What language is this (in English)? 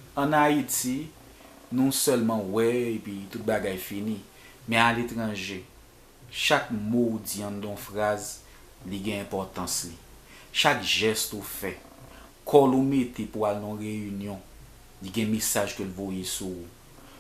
Haitian Creole